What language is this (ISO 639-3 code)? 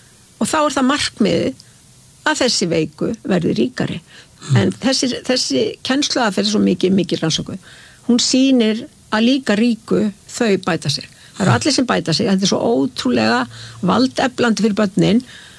isl